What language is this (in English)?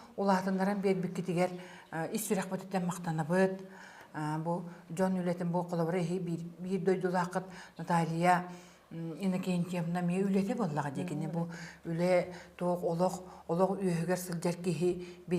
Yakut